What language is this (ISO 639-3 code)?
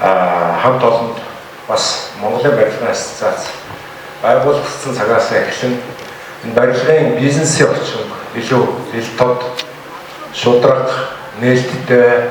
mon